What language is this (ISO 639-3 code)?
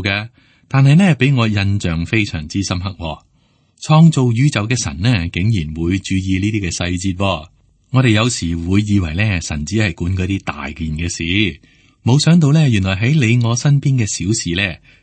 yue